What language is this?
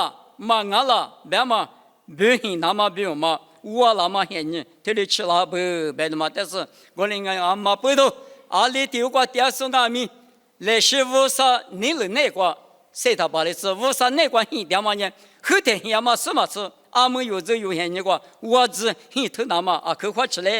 Lisu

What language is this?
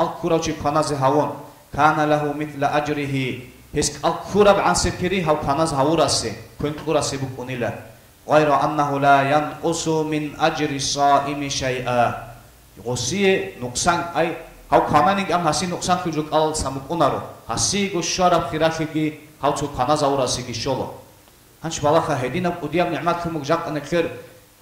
Avaric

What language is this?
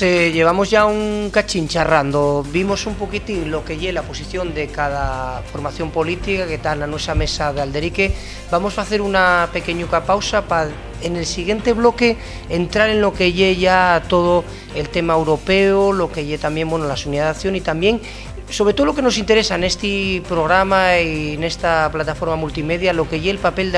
Asturian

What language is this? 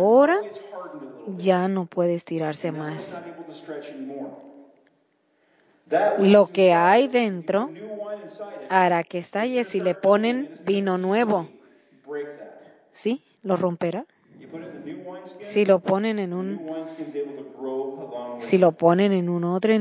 Spanish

